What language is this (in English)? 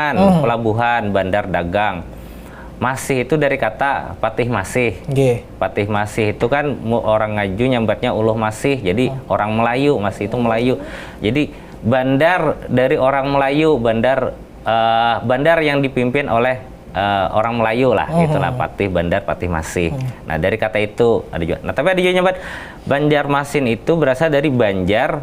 Banjar